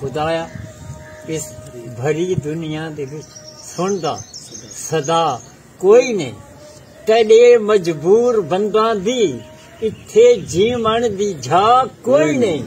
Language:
Saraiki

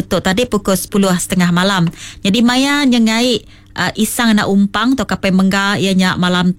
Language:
Iban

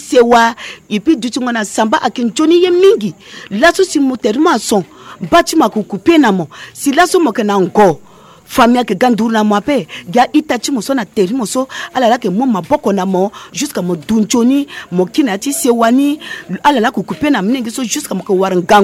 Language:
Sango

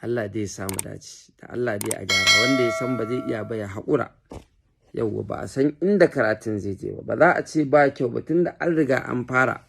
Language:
Hausa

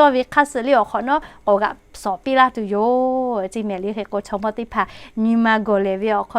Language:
Lahu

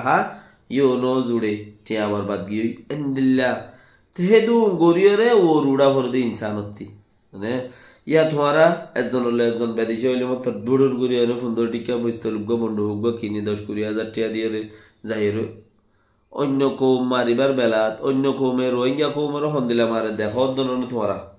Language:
Rohingya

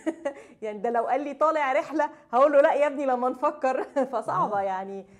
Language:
Egyptian Arabic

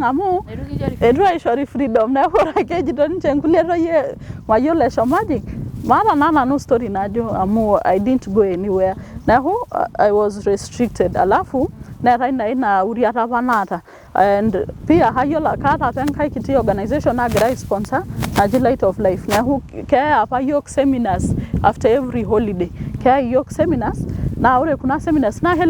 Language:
Masai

